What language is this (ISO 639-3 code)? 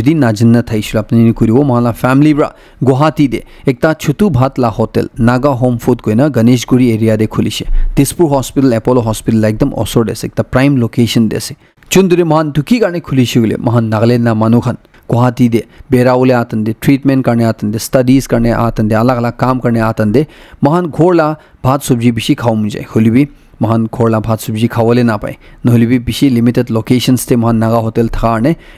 nag